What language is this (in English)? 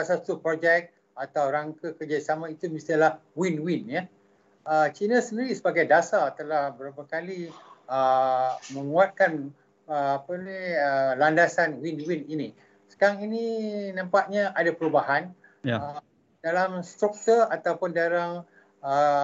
Malay